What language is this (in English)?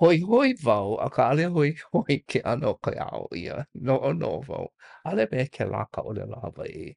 Hawaiian